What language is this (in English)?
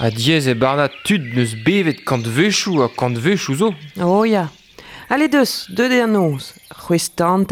Breton